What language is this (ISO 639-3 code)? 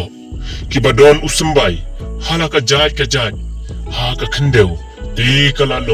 kha